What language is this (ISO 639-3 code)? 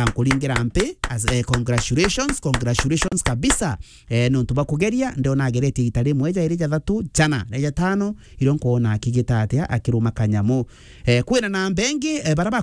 mer